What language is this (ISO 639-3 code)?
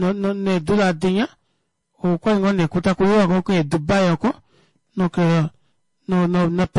kua